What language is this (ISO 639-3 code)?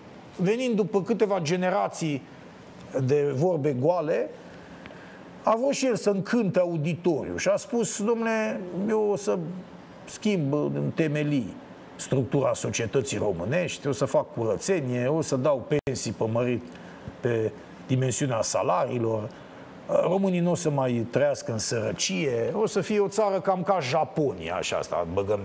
ron